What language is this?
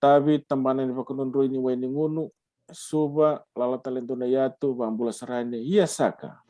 Fijian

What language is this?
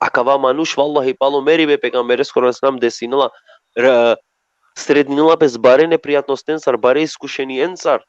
Balkan Romani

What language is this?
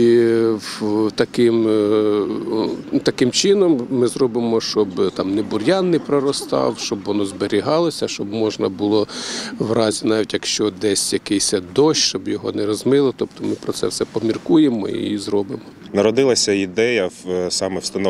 Ukrainian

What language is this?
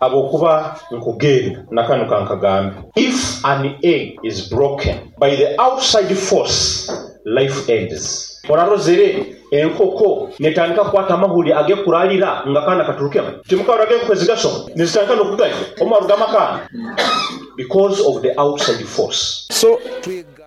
Nyoro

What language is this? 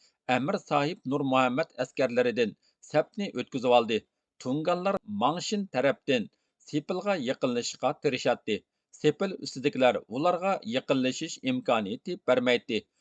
Uyghur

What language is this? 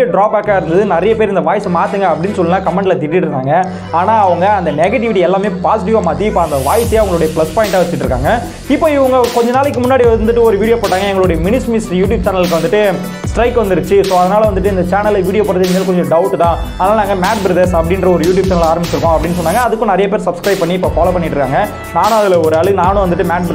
Tamil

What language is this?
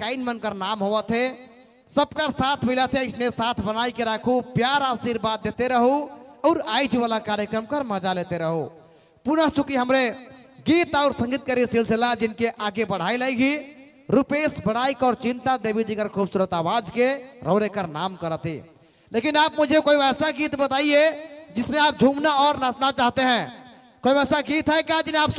Sadri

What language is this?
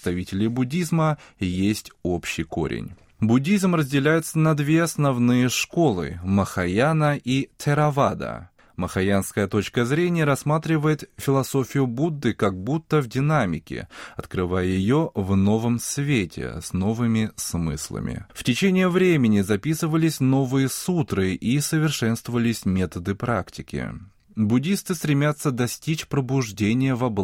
Russian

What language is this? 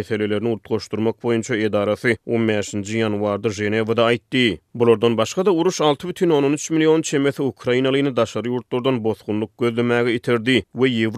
Turkmen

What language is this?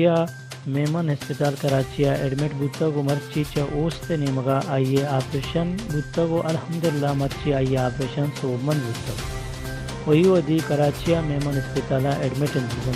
Baluchi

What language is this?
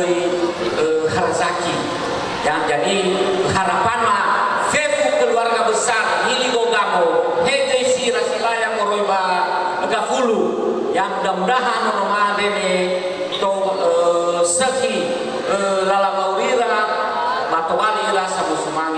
Nias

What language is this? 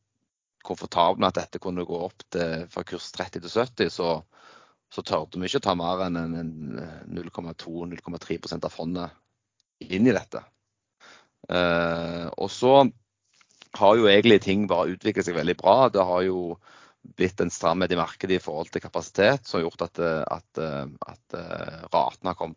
Norwegian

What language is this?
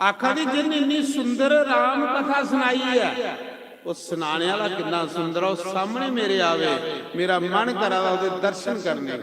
Dogri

